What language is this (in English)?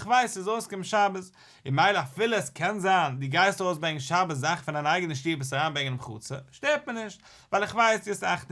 Yiddish